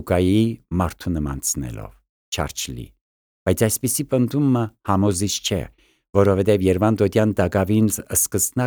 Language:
Armenian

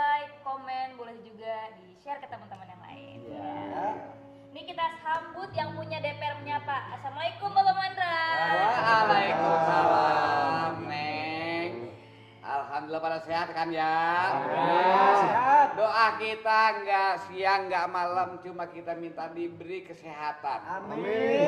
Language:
Betawi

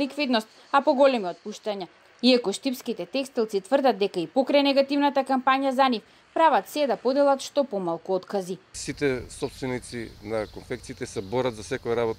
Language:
Macedonian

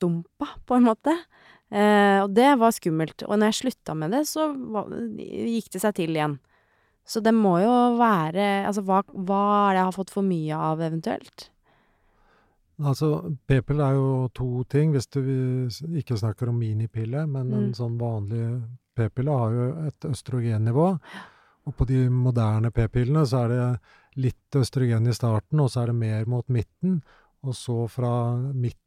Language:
Norwegian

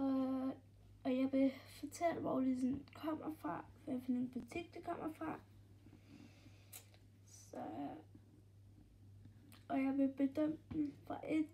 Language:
Danish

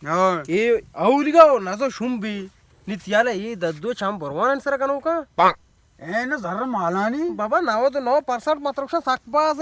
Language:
Baluchi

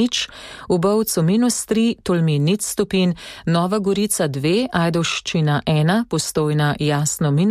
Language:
Slovenian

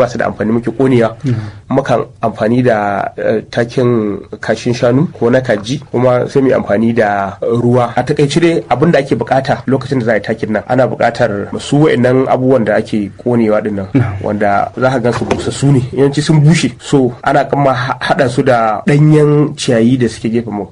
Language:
Hausa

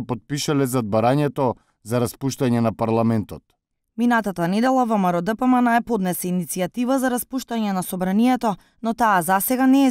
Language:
Macedonian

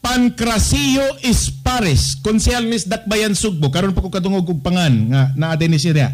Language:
Cebuano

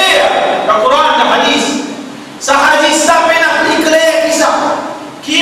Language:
Morisyen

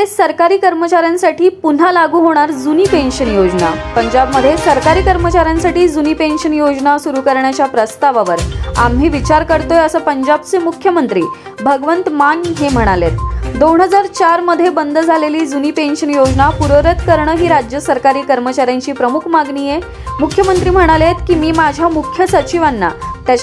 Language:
Marathi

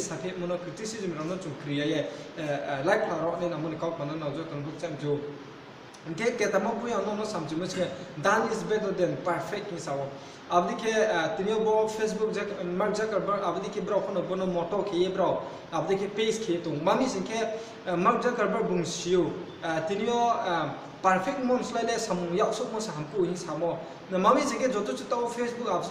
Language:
Riang (India)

